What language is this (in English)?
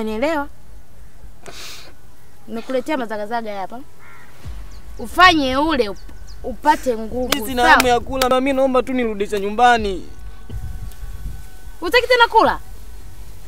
Swahili